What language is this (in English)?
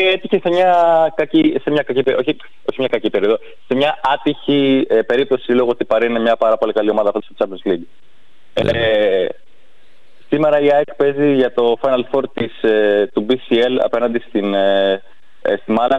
Greek